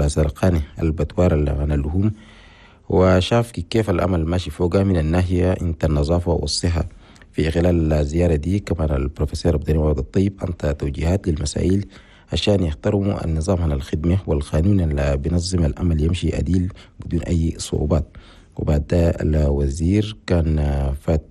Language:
Chadian Arabic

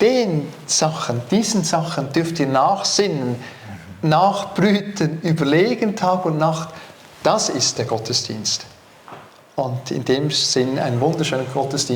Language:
Swiss German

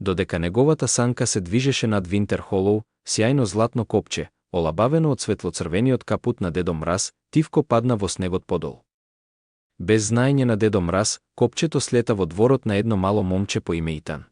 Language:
Macedonian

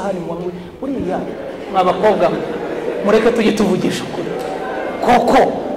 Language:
Kinyarwanda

